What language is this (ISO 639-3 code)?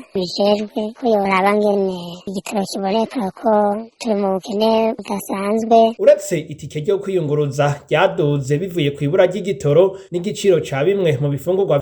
run